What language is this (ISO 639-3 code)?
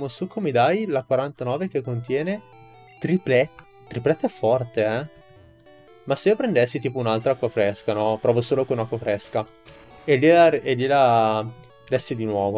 ita